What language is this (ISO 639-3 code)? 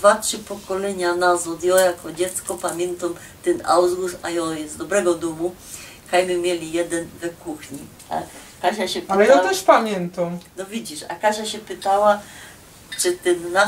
szl